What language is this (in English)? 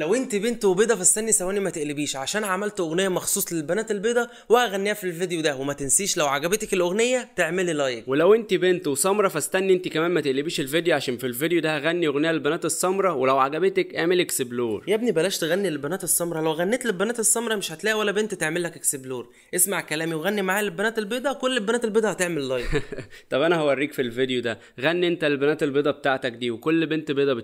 Egyptian Arabic